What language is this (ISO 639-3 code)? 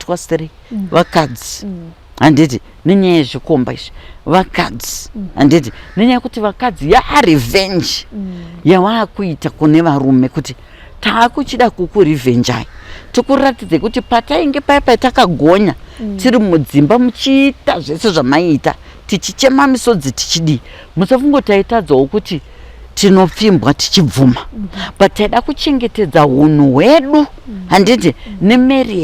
sna